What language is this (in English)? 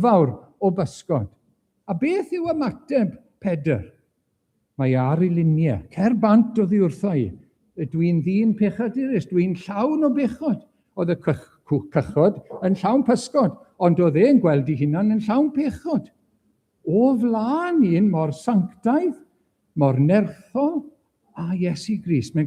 Welsh